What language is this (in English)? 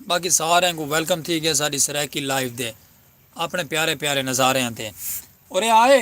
Saraiki